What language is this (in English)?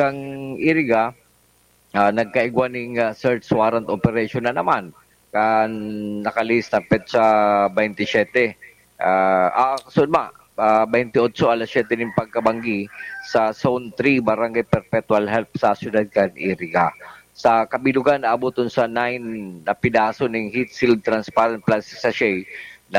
Bikol